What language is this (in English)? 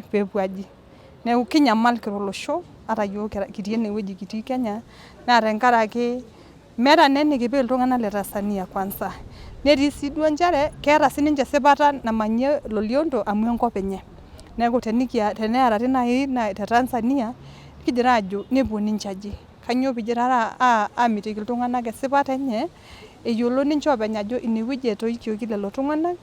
Masai